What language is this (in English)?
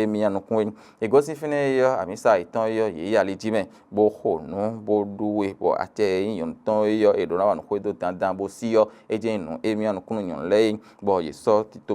Fon